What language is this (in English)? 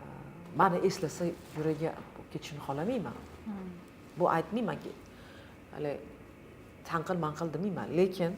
Uzbek